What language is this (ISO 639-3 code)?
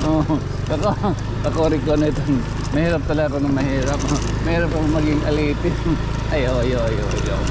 war